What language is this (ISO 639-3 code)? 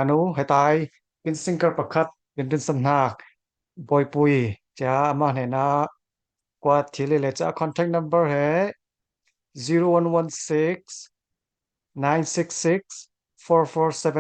cfm